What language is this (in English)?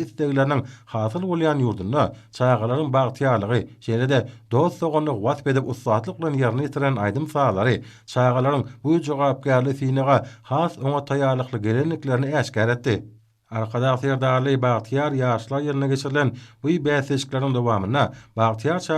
Turkmen